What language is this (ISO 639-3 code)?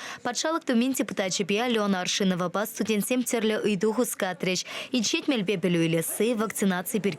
chv